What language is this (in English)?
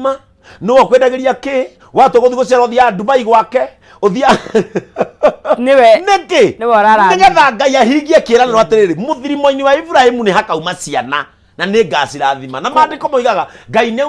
Kikuyu